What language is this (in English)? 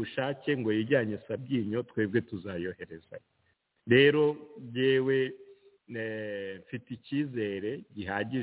Kinyarwanda